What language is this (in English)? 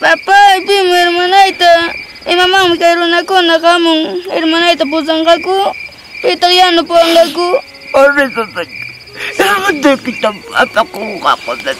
Ayacucho Quechua